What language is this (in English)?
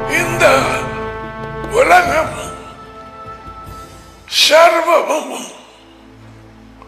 Tamil